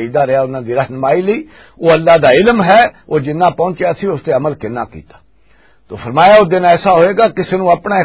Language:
Western Panjabi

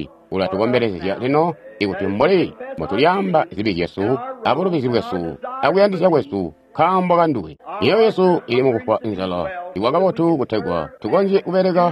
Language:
Tonga (Zambia)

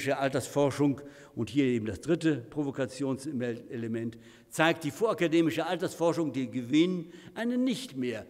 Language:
German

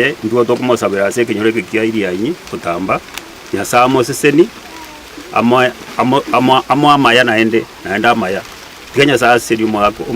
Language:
Gusii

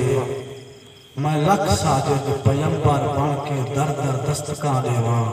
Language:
Saraiki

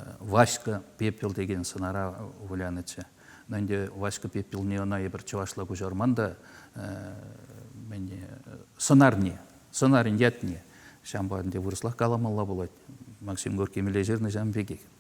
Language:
Chuvash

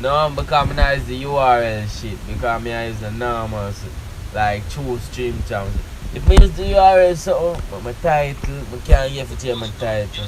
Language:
Jamaican Creole English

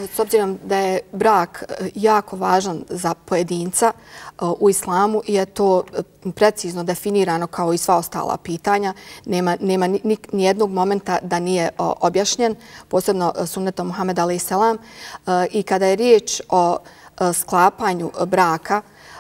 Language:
Bosnian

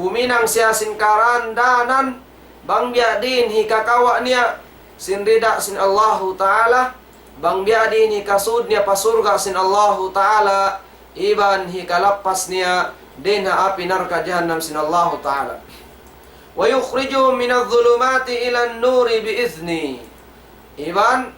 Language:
Tausug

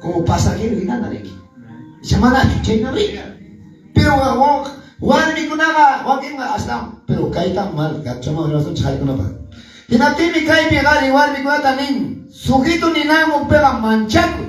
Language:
Quechua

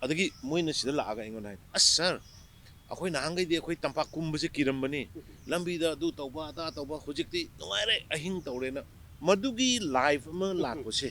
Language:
Manipuri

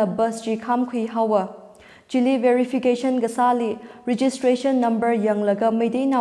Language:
Tangkhul Naga (India)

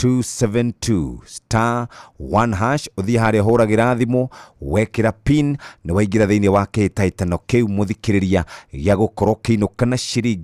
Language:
Kikuyu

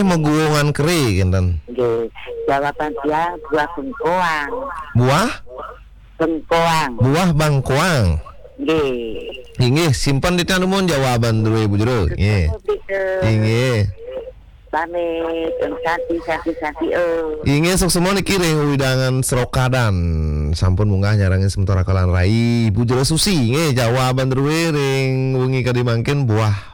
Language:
Balinese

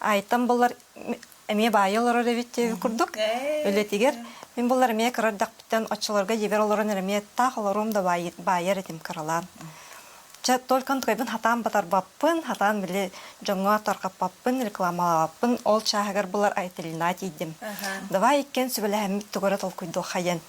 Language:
Yakut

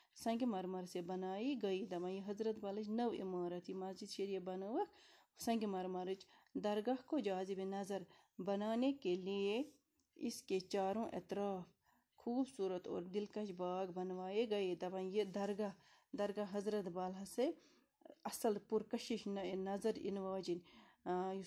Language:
Kashmiri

